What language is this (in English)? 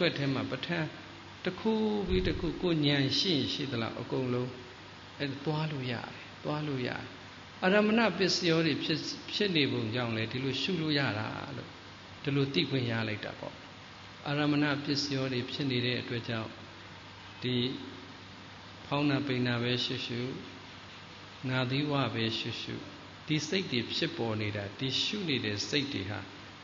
Burmese